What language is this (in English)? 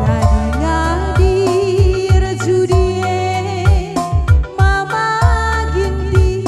Batak Karo